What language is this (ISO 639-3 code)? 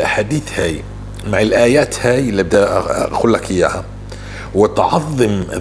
apc